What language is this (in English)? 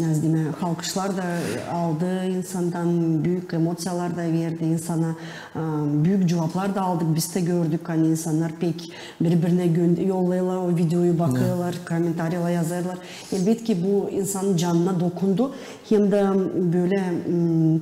Gagauz